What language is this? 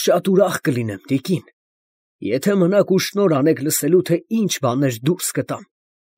Armenian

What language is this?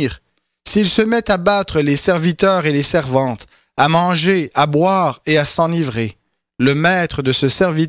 French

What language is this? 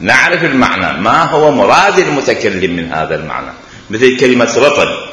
Mesopotamian Arabic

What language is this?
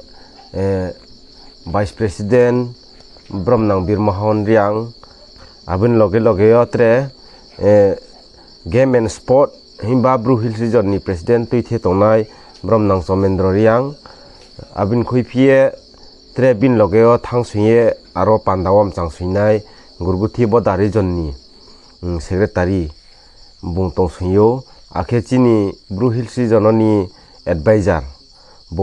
Riang (India)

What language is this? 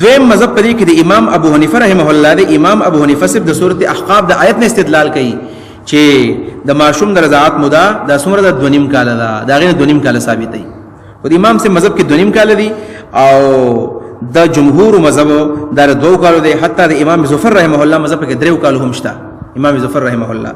Pashto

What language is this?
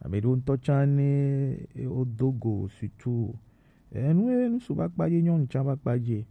Gen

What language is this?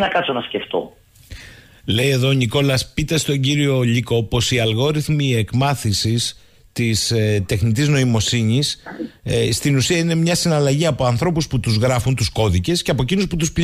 Greek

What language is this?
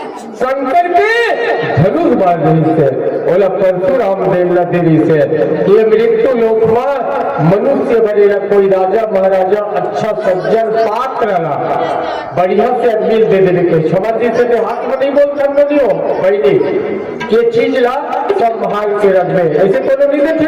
Chhattisgarhi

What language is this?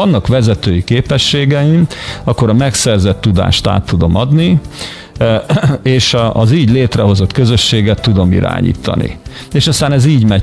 Hungarian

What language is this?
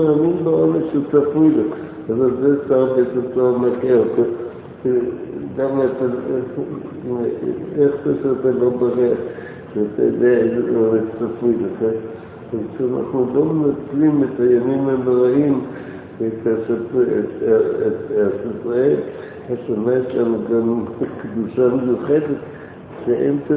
Hebrew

